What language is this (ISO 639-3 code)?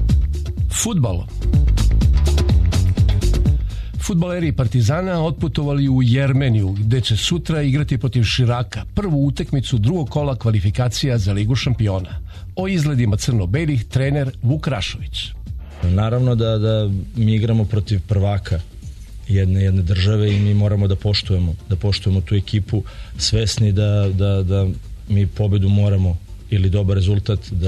srp